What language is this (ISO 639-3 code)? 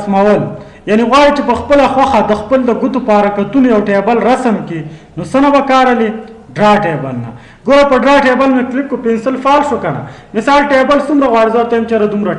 pus